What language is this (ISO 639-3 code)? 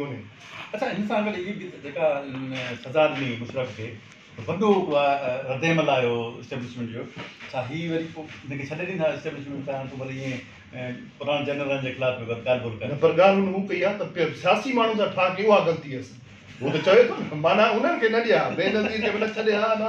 snd